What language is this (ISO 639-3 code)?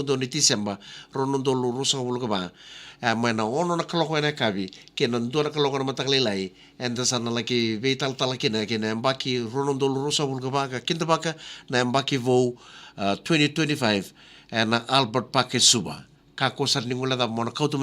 fij